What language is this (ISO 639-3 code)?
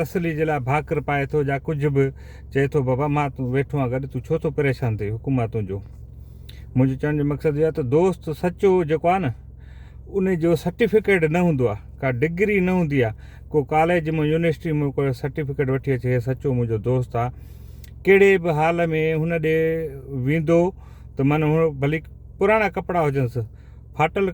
snd